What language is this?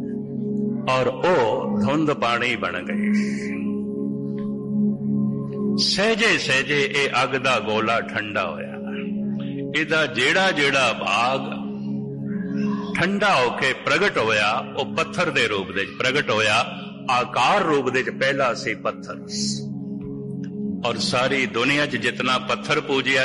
Punjabi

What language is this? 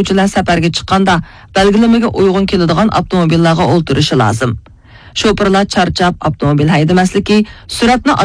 Uyghur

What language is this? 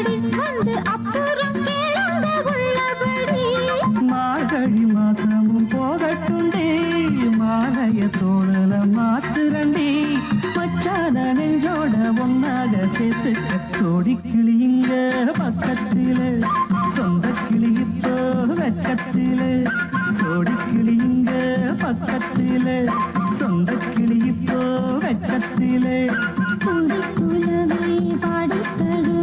Tamil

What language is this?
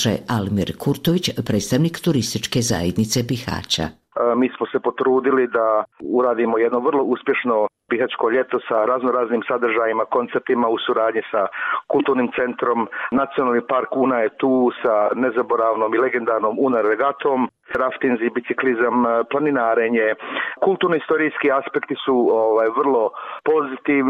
Bosnian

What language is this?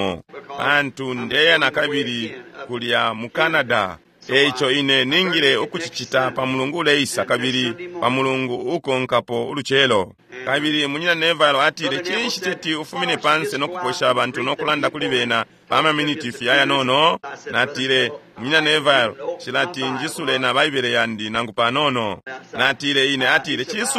Bemba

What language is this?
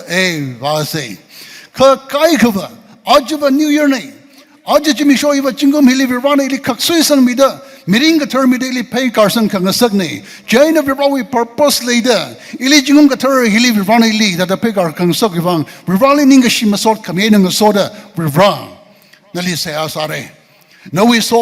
Tangkhul Naga (India)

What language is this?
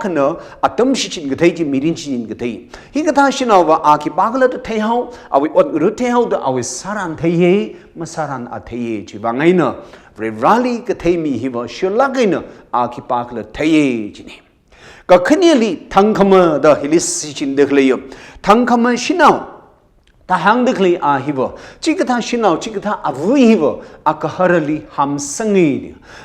Tangkhul Naga (India)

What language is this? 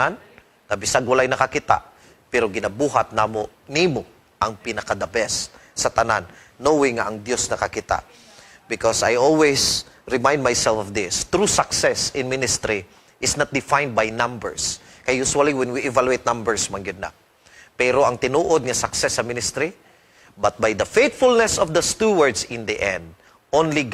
Cebuano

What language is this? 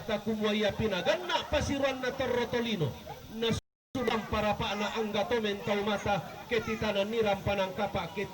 Toraja-Sa'dan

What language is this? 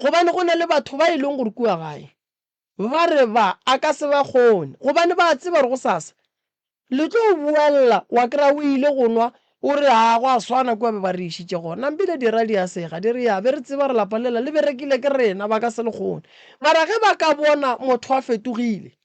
Northern Sotho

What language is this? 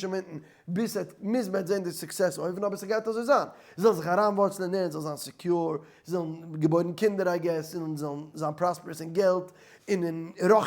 Yiddish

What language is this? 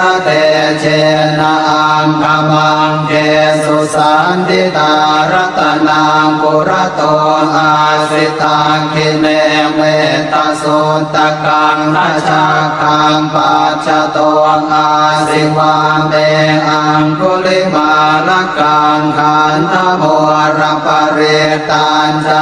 Pali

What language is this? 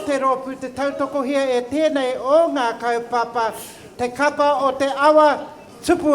Māori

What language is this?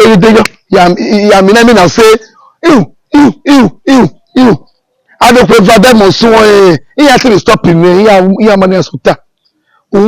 Bini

